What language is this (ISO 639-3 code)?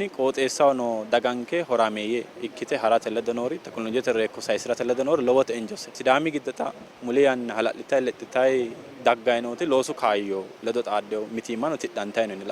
sid